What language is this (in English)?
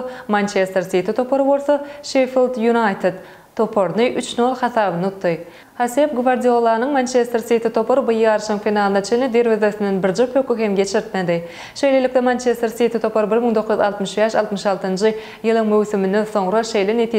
Turkmen